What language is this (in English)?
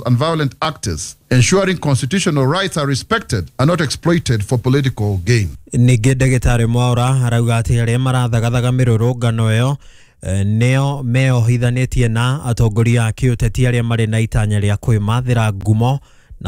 Kikuyu